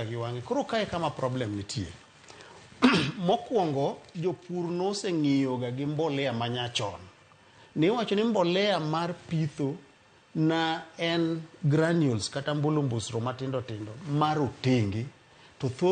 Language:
Luo (Kenya and Tanzania)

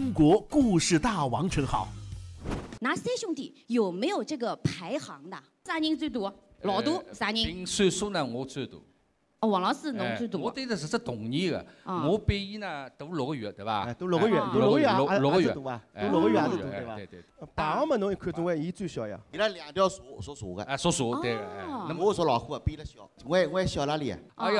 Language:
Wu Chinese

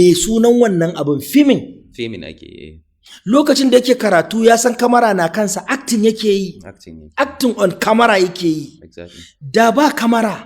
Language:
Hausa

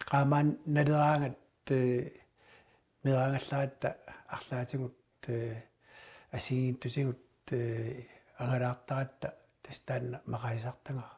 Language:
Kalaallisut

